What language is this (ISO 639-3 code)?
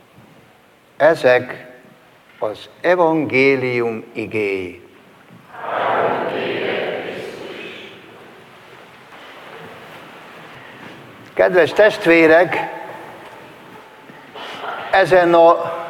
hun